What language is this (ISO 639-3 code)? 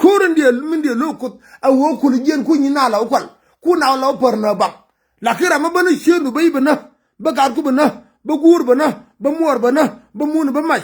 nus